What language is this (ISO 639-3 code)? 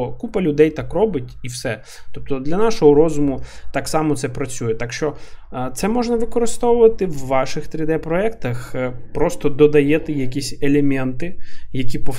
ukr